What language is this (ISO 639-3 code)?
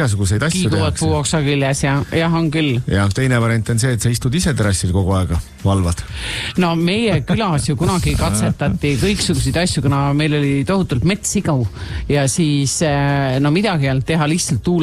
est